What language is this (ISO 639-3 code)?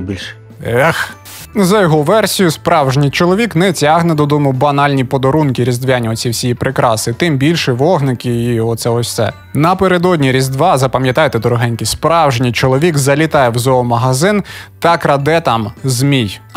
ukr